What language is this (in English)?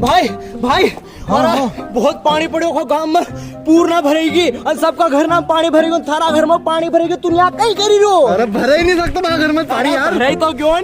Rajasthani